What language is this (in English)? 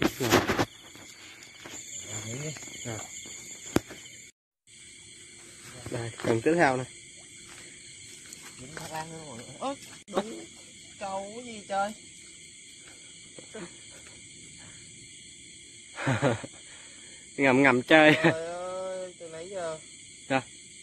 Vietnamese